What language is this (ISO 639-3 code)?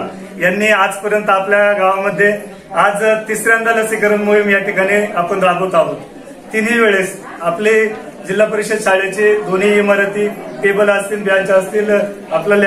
mar